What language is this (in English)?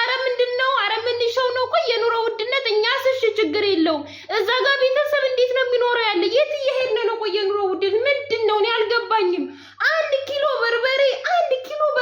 Amharic